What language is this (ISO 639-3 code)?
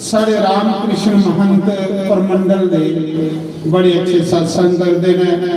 doi